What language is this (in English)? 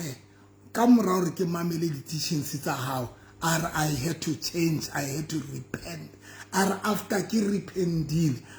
Southern Sotho